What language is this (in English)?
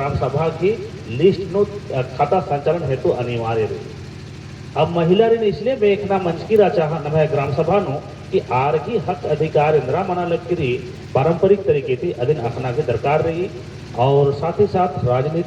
Kurukh